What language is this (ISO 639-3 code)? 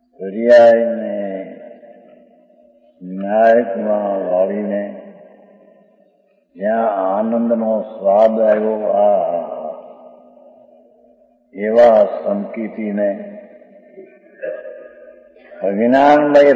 guj